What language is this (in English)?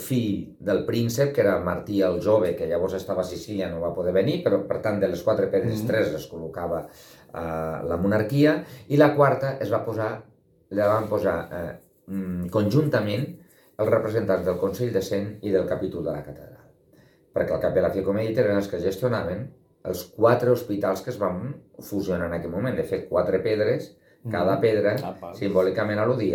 Catalan